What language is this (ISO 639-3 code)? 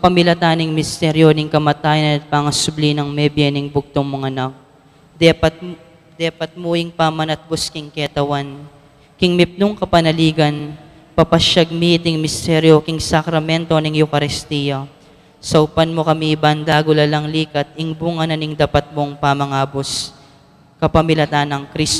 pam